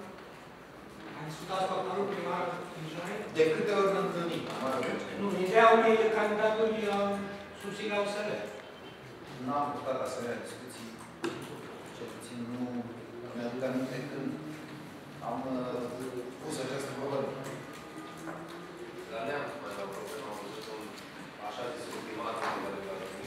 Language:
Romanian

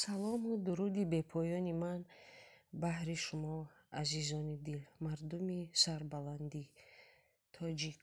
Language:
Tajik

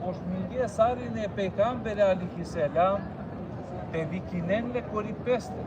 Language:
Balkan Romani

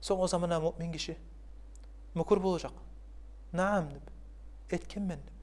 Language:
Kumyk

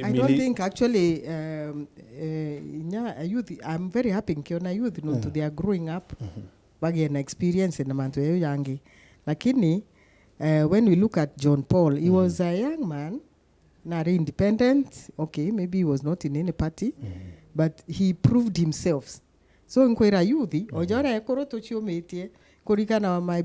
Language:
Meru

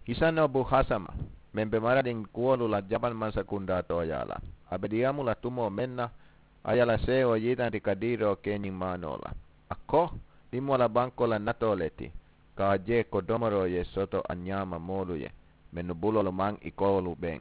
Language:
Mandingo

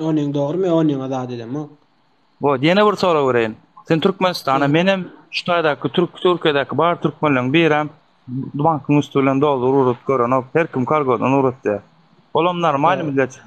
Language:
Turkmen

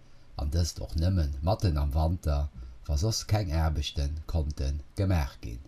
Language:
Luxembourgish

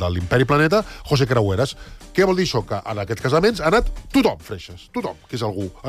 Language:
Catalan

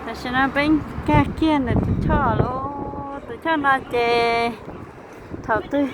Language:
Hmong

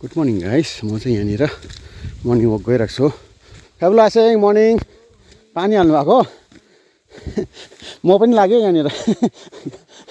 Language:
Nepali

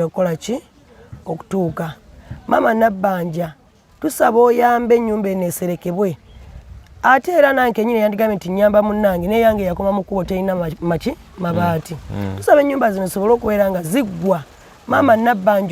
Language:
Ganda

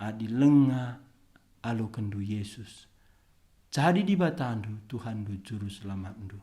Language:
Batak Karo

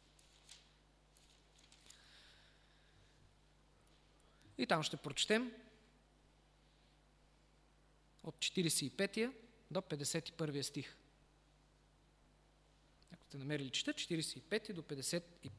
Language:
Bulgarian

